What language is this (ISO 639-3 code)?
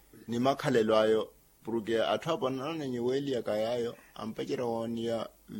vmw